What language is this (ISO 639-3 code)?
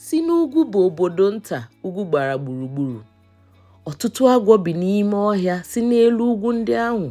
ibo